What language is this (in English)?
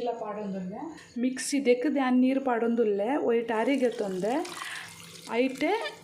Tulu